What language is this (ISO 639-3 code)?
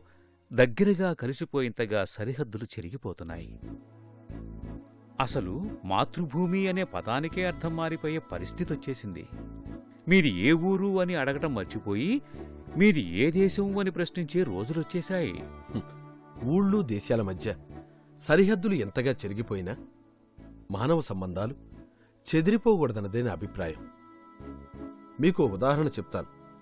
tel